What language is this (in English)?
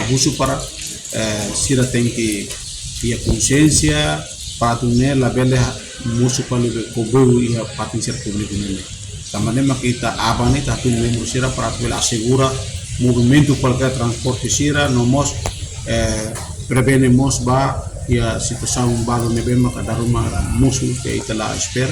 Tetum